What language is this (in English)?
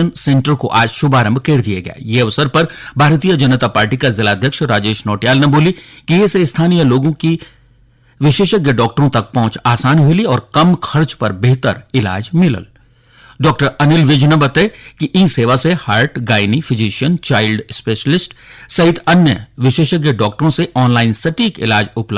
Garhwali